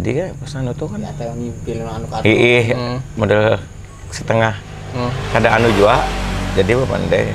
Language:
Banjar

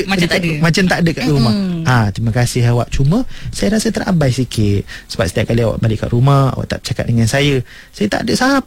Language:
Malay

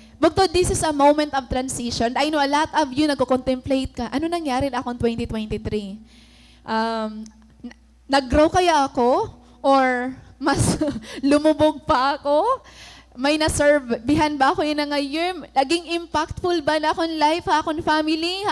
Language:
Waray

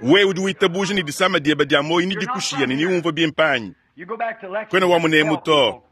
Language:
Luba-Lulua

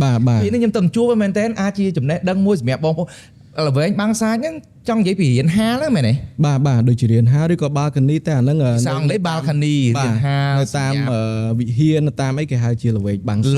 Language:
Khmer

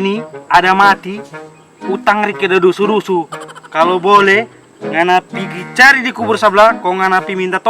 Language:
Manado Malay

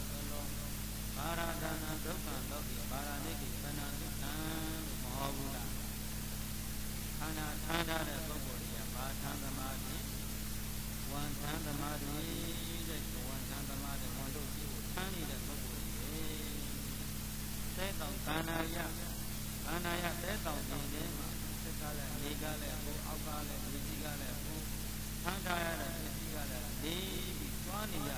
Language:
Burmese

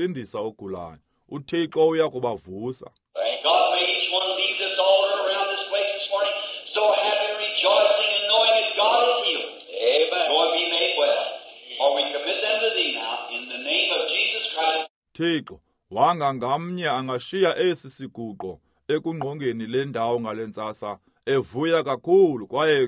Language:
Xhosa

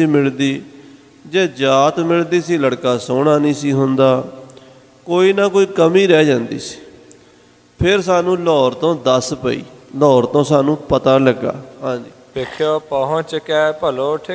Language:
Punjabi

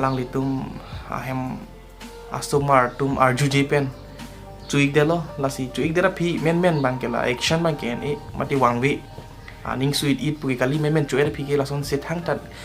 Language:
Karbi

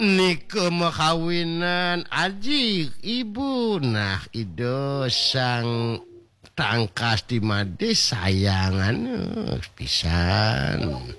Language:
Balinese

